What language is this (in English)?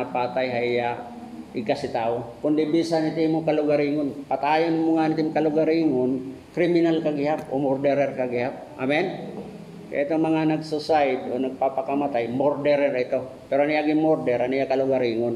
Waray